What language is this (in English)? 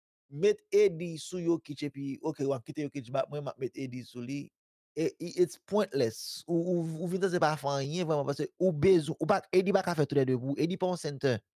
Haitian Creole